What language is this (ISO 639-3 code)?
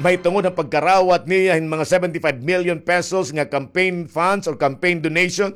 war